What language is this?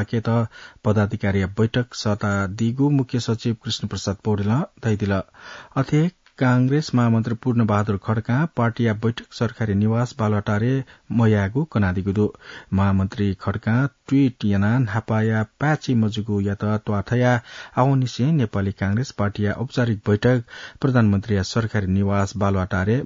Newari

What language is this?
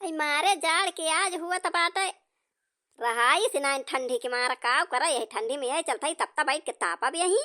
Awadhi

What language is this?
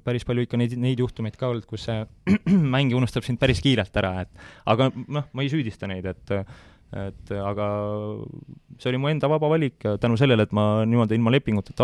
Estonian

